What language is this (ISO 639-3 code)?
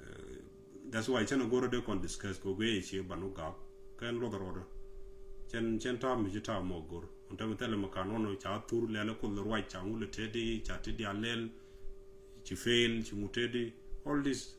nus